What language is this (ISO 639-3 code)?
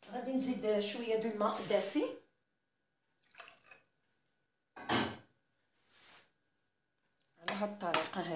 ary